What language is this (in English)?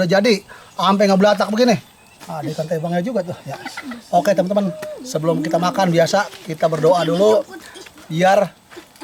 Betawi